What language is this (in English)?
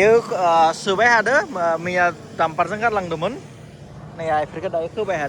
Bodo